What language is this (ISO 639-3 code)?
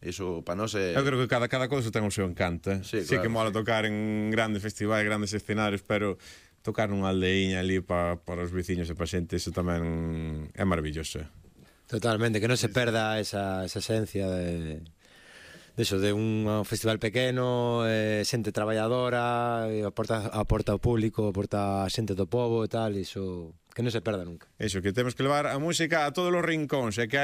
glg